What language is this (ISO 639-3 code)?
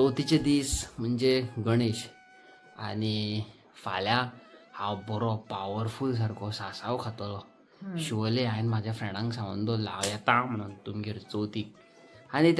kok